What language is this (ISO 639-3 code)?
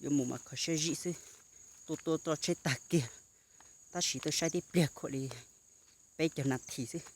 hmn